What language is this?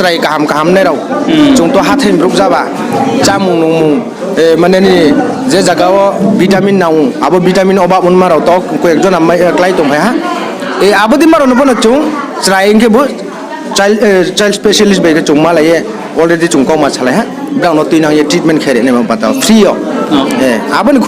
Riang (India)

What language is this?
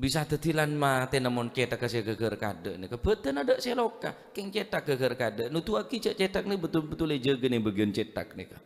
Madurese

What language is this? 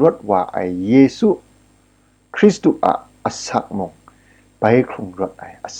Kachin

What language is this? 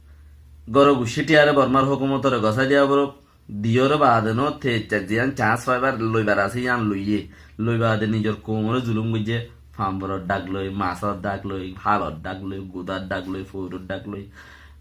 Rohingya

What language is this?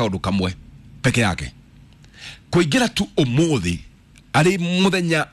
Kikuyu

